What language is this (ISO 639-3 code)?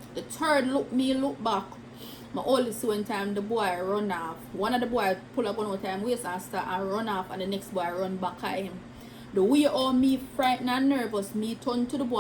jam